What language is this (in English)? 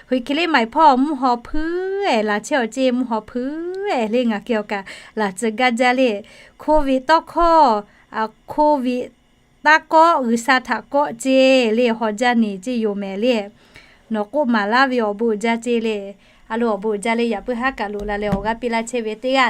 Lahu